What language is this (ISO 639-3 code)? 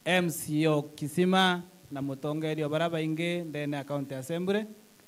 mer